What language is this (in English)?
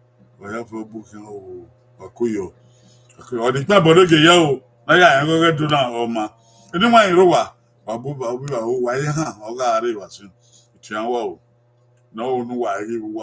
Bini